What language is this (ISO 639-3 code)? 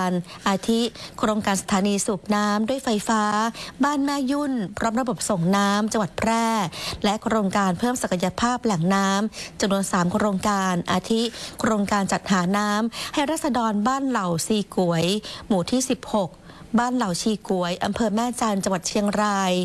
tha